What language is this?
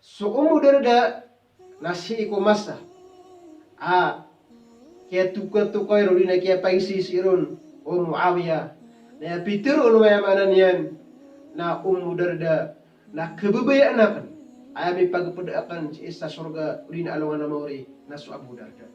Maranao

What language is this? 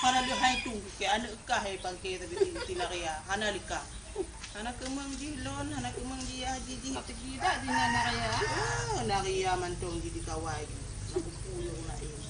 Achinese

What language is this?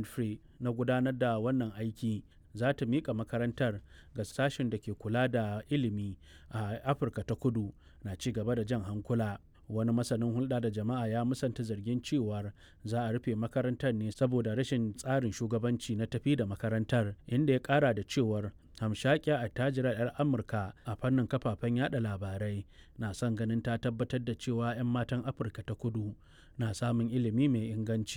Hausa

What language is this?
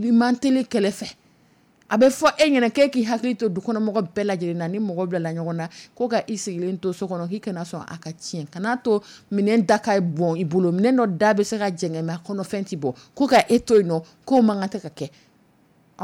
Dyula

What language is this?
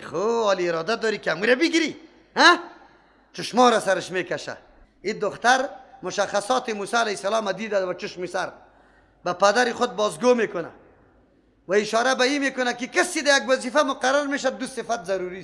Persian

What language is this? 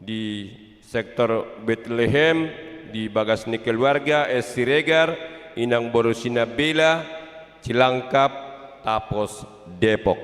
Batak Toba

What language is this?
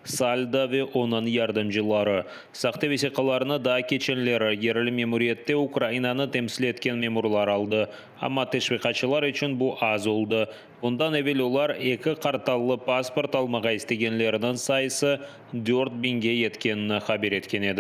Crimean Tatar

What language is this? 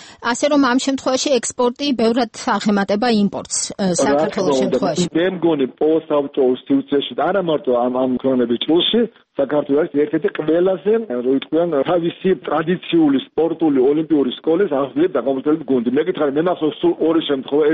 Georgian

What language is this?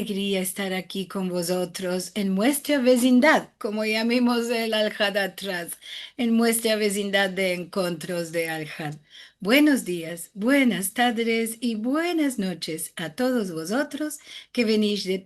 Ladino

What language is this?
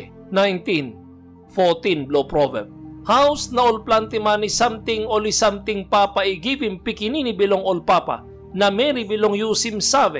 Tok Pisin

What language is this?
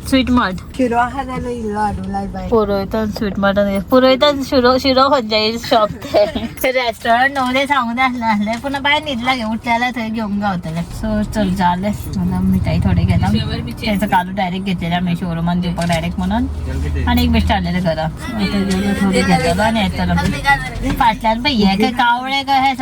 Konkani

